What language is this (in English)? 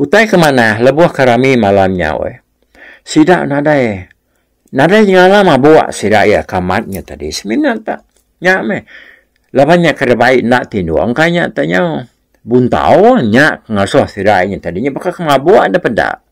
Iban